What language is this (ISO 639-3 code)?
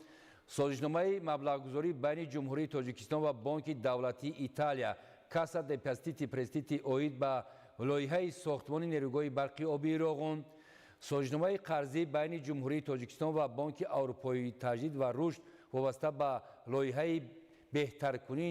tgk